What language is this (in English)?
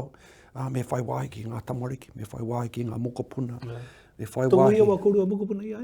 Māori